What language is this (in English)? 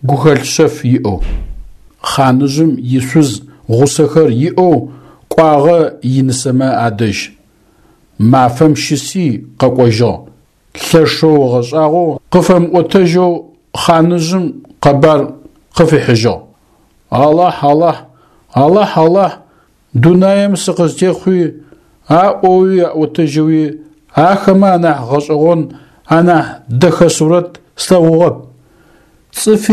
Adyghe